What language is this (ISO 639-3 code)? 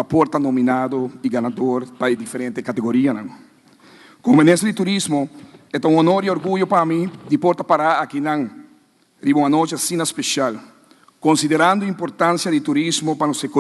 pap